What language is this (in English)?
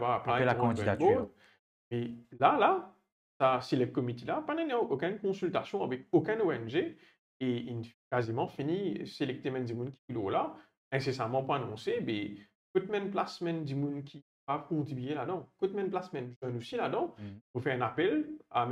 Morisyen